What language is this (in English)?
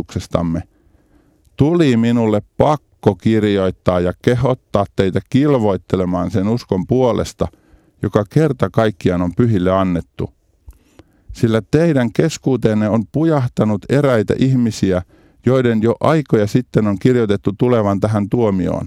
Finnish